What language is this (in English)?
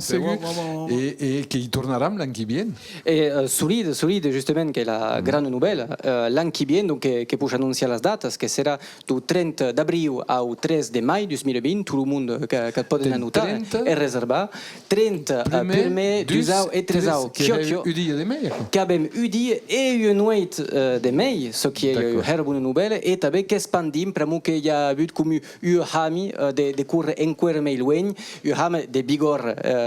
Occitan